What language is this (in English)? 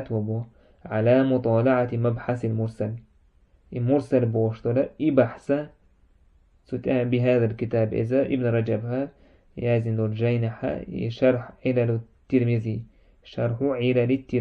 Chechen